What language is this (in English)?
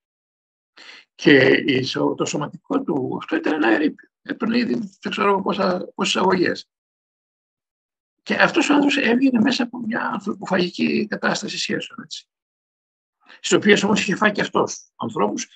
Greek